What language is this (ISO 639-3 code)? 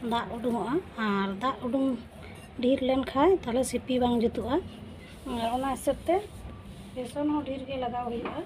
sat